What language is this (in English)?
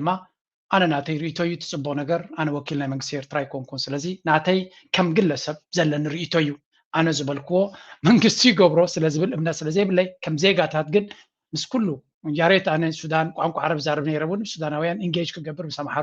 Tigrinya